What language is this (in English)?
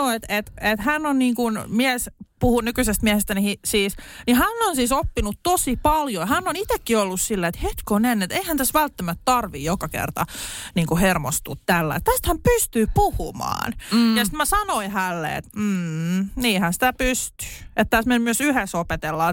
Finnish